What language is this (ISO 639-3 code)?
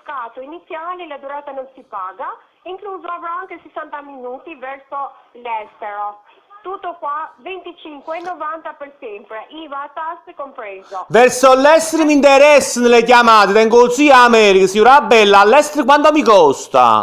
nap